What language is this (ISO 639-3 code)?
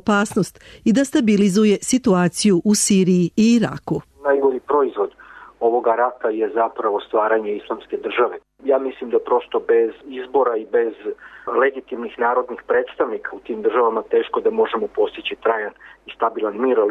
srp